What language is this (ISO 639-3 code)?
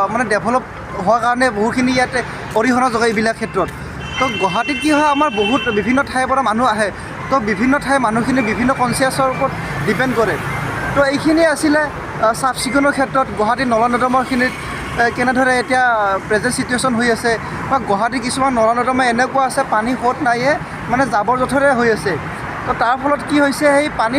asm